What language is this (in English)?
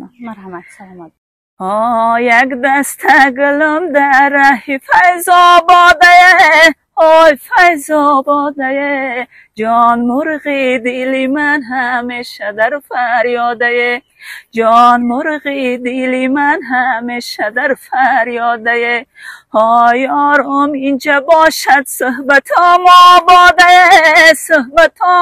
Tajik